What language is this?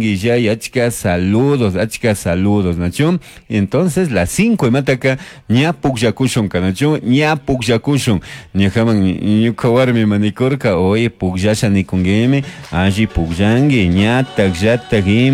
Chimborazo Highland Quichua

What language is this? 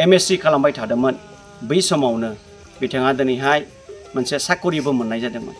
Bodo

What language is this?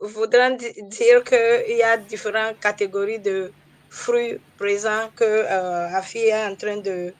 Ewe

